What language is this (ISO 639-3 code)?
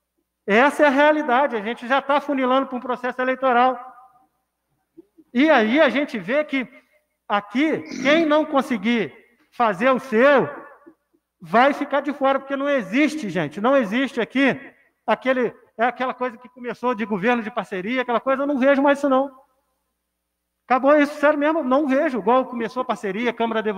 por